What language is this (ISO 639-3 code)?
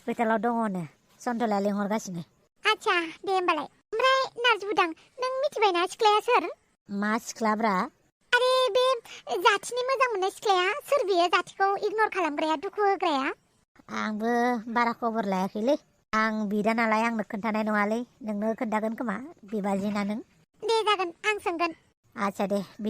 brx